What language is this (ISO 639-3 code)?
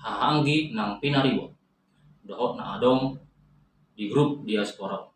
bbc